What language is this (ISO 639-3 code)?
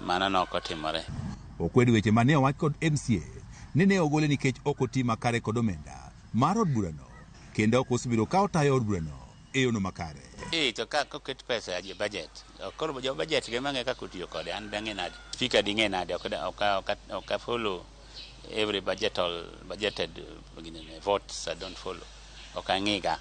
luo